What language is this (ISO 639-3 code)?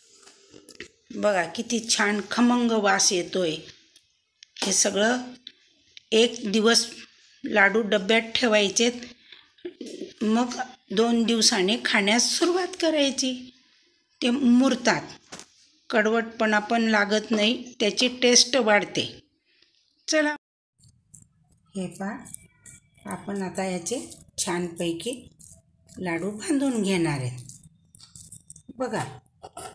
mar